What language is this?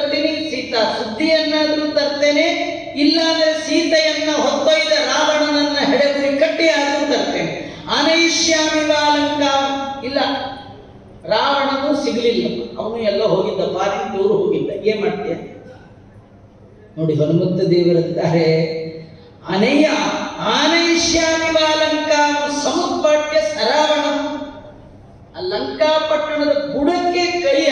Kannada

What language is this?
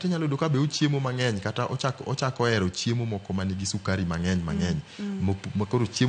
Luo (Kenya and Tanzania)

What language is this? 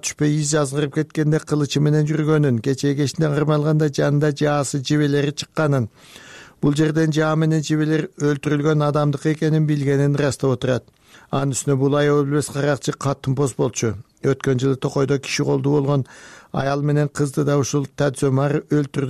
Kyrgyz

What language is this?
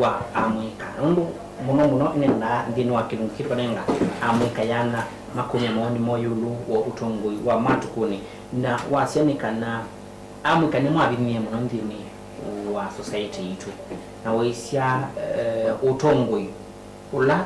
Kamba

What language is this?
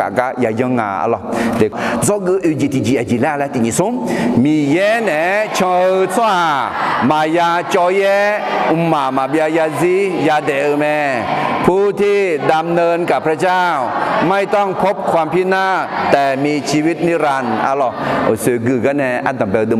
Akha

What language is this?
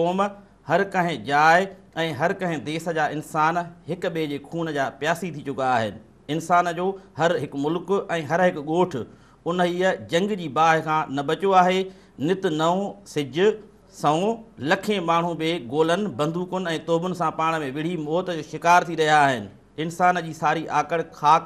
Sindhi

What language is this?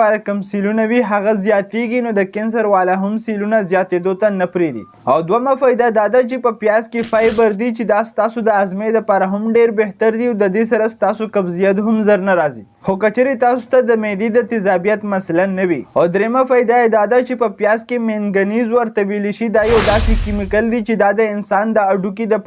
Pashto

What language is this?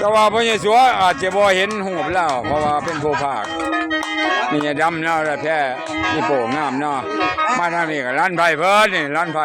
Lao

